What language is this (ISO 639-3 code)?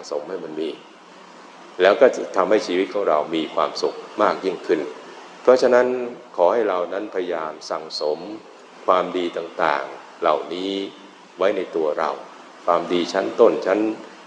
tha